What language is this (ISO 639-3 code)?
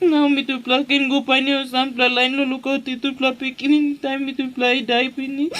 tpi